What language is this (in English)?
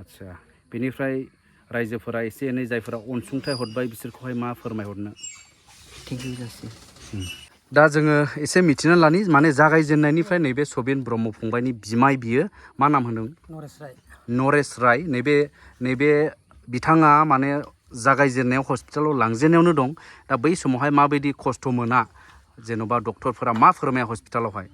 Bodo